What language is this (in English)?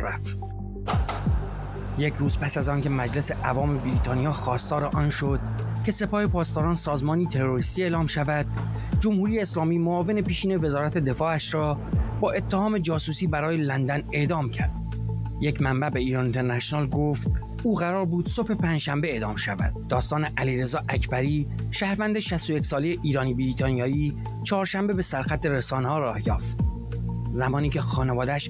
Persian